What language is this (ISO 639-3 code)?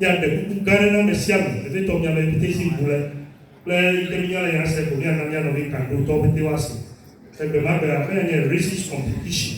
ewe